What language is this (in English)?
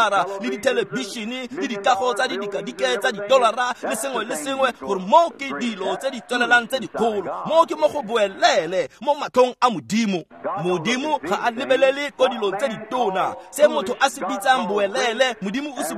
Tswana